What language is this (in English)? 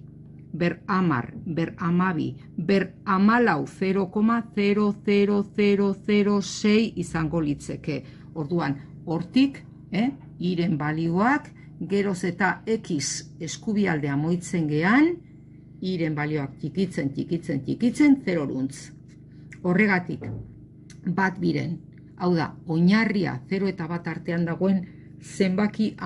Basque